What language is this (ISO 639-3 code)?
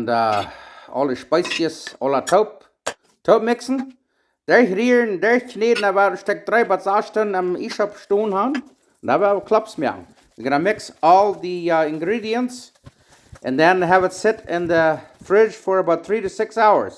pdt